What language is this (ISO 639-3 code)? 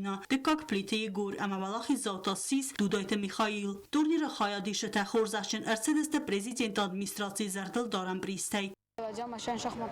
oss